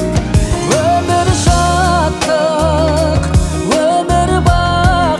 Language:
Kazakh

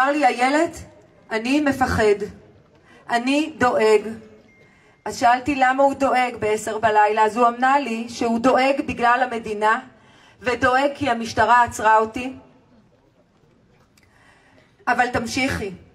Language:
Hebrew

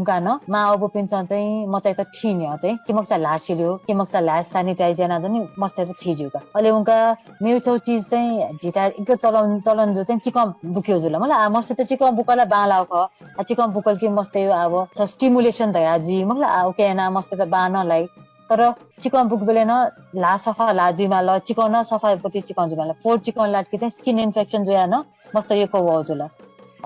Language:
Newari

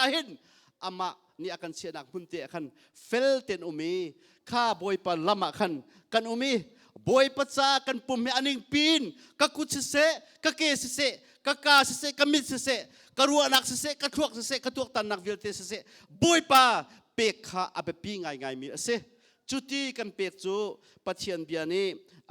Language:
Hakha Chin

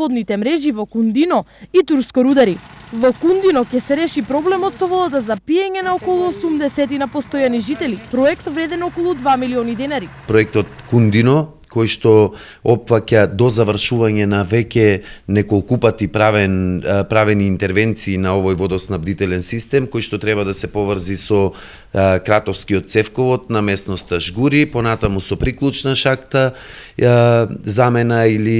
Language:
Macedonian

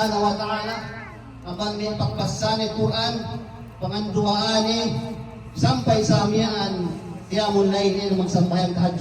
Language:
Yakan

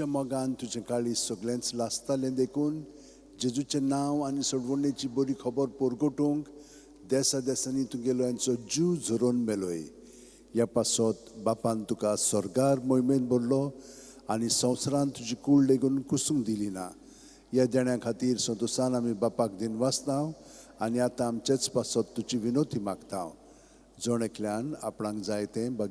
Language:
Konkani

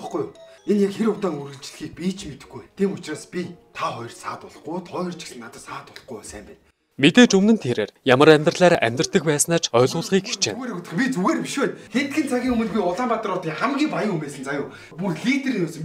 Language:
Mongolian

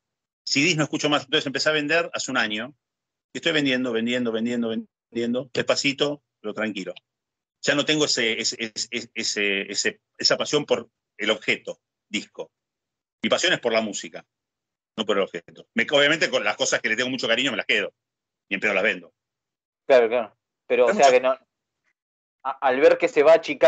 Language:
Spanish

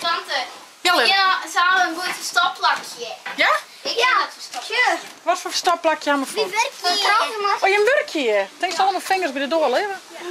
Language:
Western Frisian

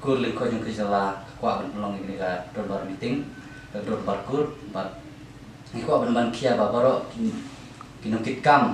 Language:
Khasi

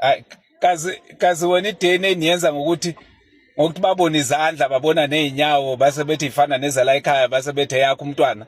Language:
Zulu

